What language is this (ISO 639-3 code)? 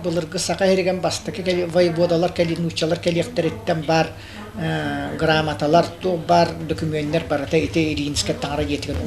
sah